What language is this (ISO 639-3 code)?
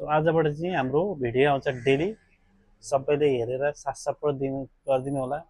nep